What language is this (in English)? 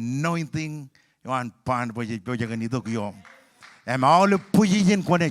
Marshallese